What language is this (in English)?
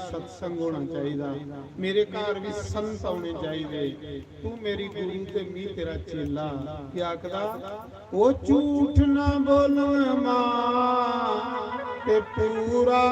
Dogri